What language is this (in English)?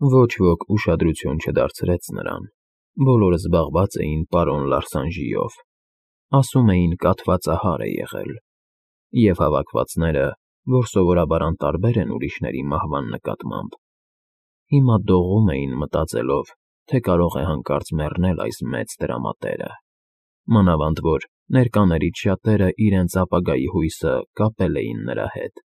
Armenian